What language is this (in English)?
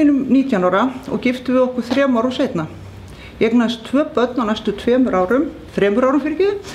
Icelandic